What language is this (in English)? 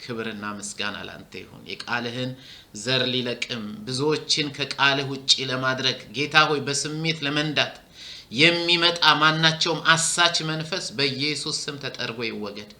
Amharic